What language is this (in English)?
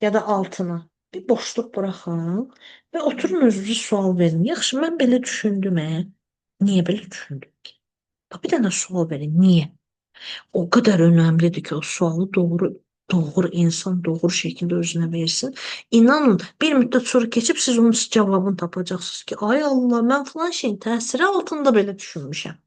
Azerbaijani